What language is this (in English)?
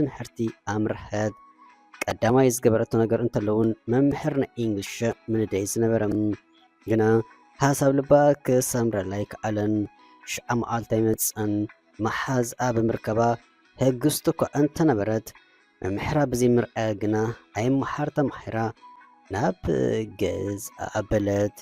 Tigrinya